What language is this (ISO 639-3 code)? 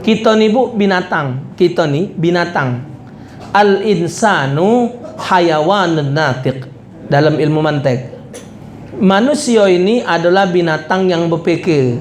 mui